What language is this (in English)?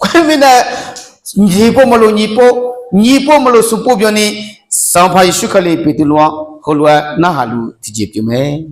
Akha